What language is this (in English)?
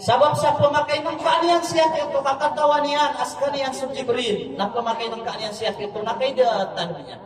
Maranao